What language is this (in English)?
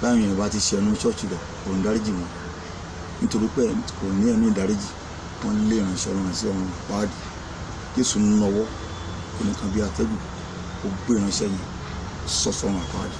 Yoruba